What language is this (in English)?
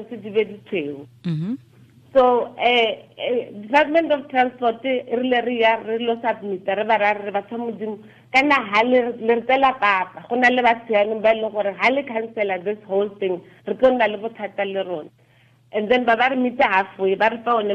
Tswana